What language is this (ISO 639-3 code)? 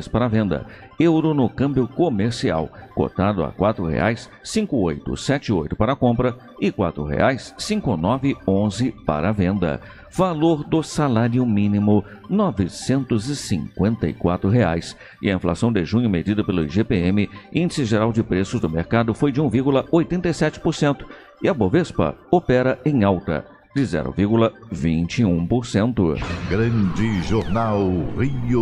por